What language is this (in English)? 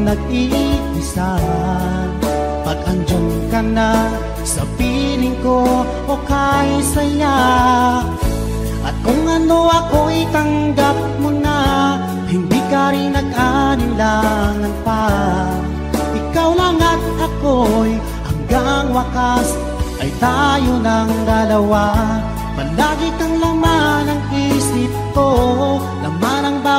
Filipino